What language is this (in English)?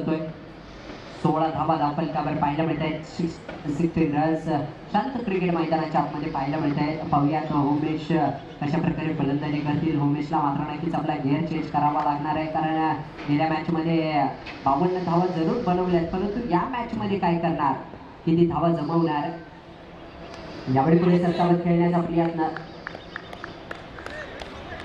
Marathi